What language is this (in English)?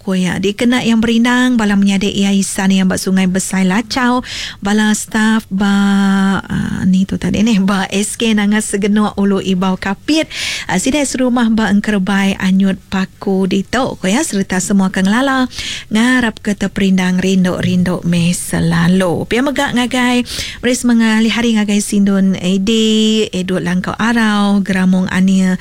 Iban